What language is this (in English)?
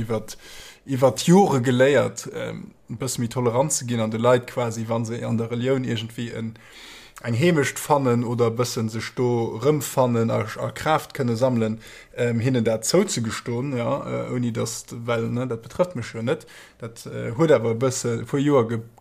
Luxembourgish